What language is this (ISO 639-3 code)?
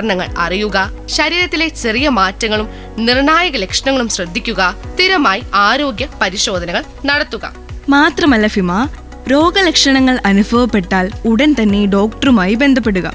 mal